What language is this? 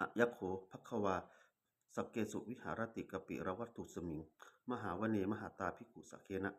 Pali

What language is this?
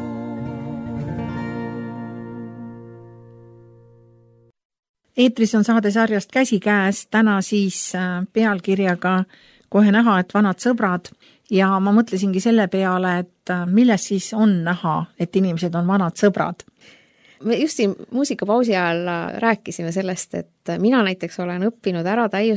Estonian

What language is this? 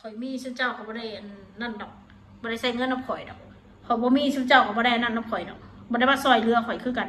Northeastern Thai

